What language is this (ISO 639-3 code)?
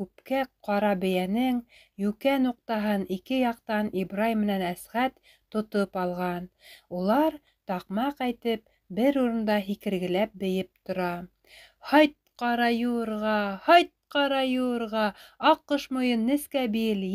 bak